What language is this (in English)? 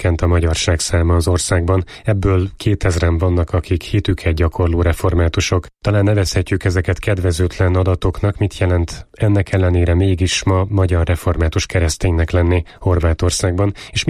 Hungarian